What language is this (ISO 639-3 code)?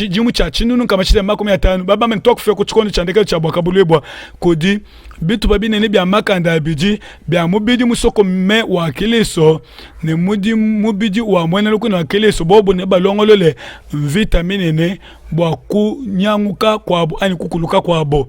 lua